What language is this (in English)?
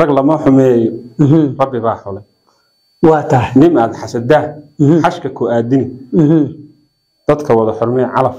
Somali